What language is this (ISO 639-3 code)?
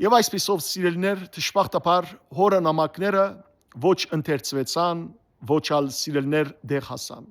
hyw